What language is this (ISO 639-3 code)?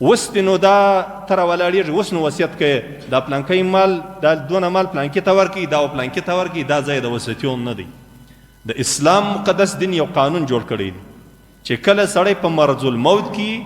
pus